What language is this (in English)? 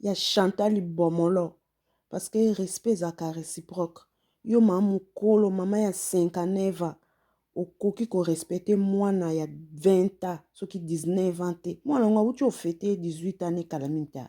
Lingala